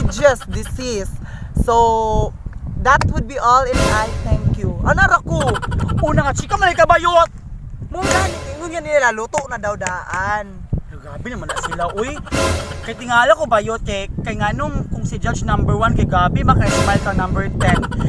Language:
Cebuano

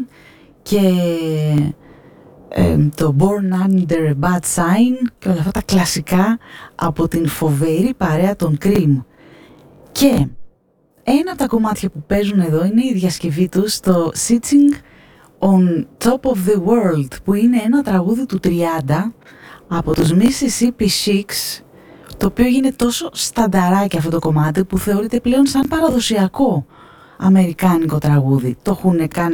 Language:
Greek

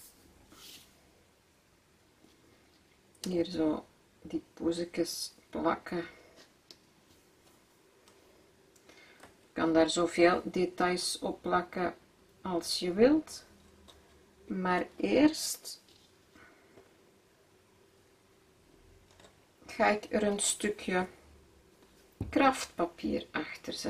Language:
Dutch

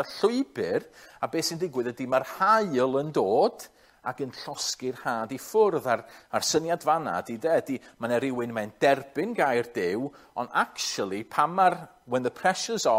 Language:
Welsh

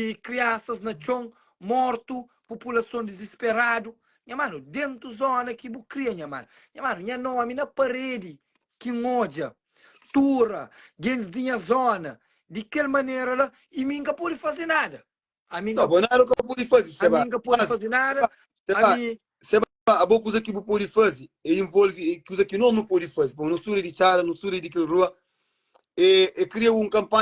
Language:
Kabuverdianu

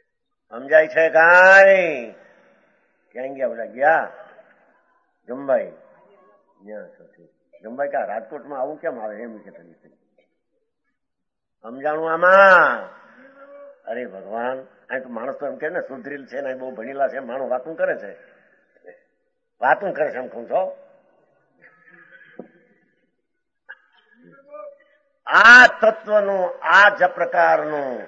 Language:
Gujarati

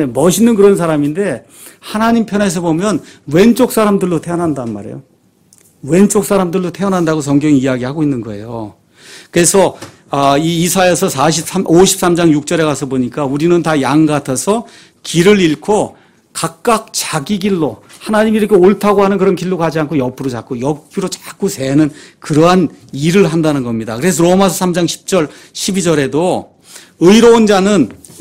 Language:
Korean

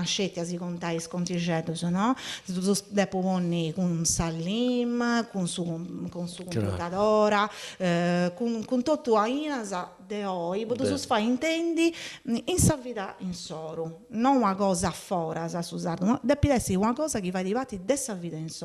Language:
Sardinian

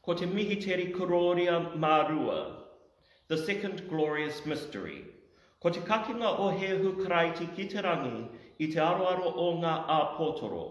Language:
Māori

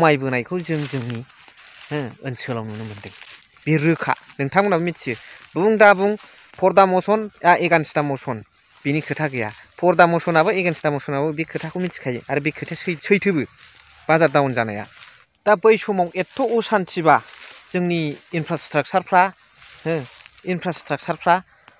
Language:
Bodo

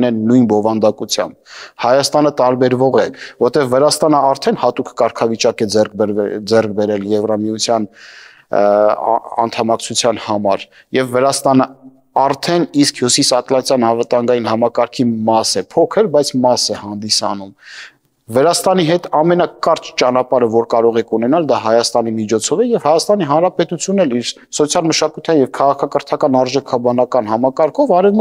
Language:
Armenian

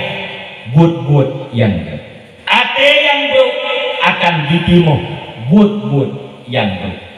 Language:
Achinese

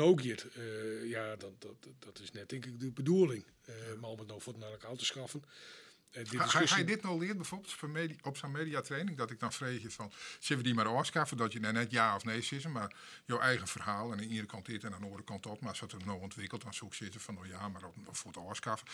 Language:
Western Frisian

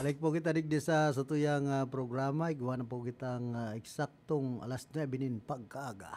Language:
Bikol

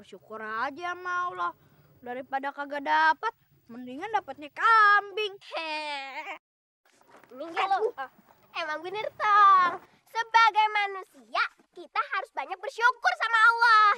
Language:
Betawi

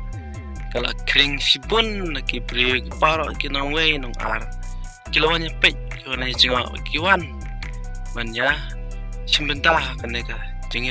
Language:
Khasi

